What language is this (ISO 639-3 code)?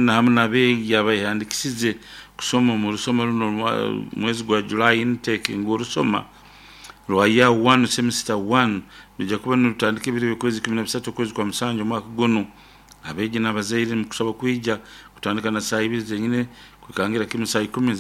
nyo